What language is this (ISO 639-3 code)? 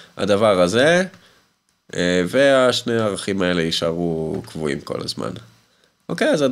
heb